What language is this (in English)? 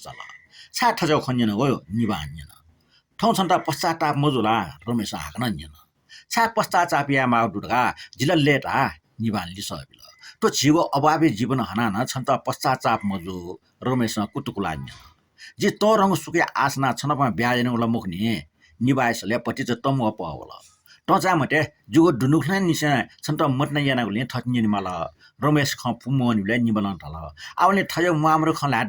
Newari